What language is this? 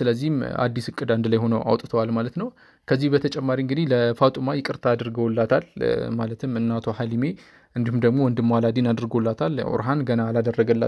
Amharic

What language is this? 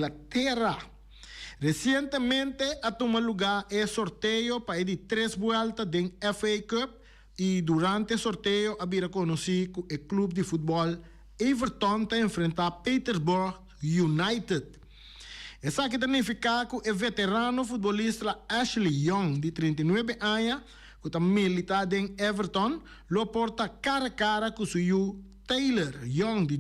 Papiamento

